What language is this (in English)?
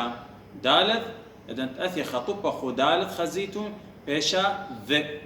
Assyrian Neo-Aramaic